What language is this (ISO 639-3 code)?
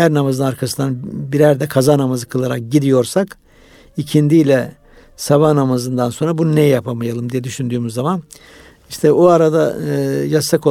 tur